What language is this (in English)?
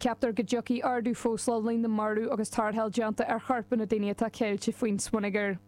Irish